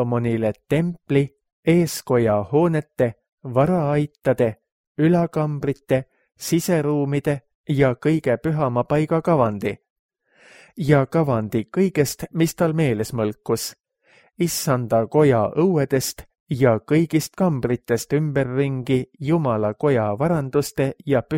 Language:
Estonian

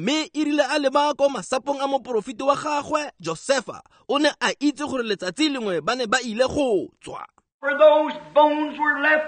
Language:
Tswana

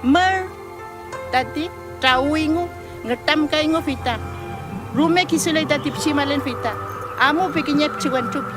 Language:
Mapuche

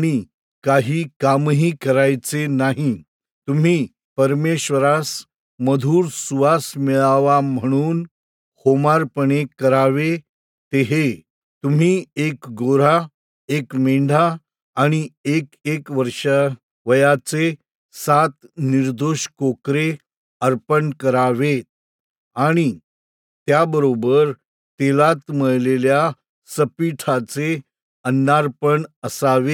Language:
Marathi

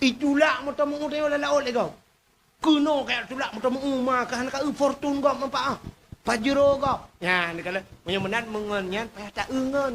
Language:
Achinese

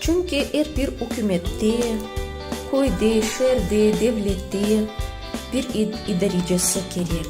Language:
Crimean Tatar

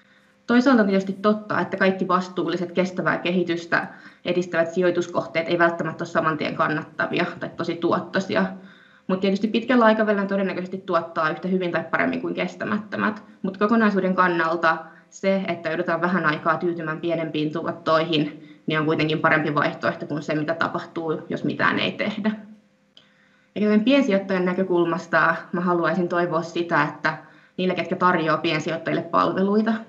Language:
Finnish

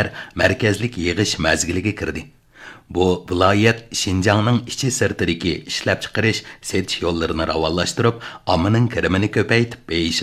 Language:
Uyghur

